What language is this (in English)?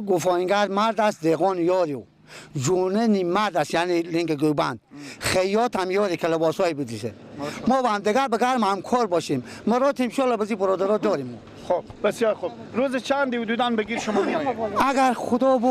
Persian